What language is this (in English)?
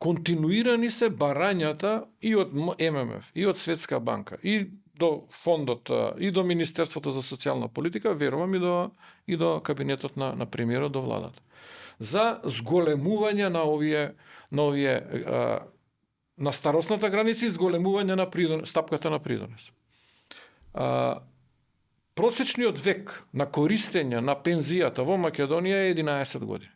Macedonian